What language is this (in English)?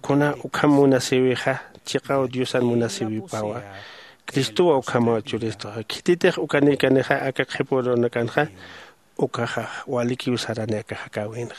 Aymara